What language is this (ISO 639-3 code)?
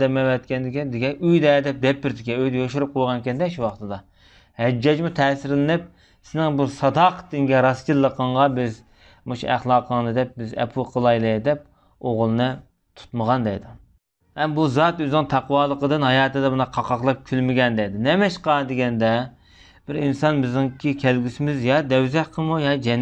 uig